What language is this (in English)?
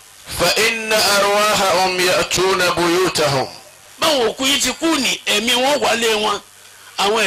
Yoruba